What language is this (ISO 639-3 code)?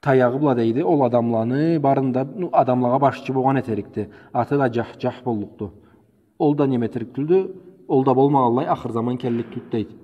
krc